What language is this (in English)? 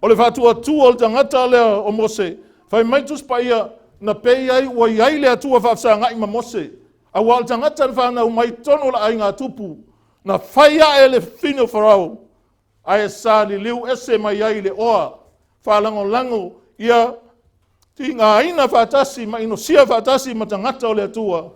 Samoan